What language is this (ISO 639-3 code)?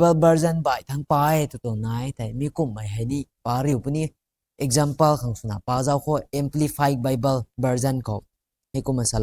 nbu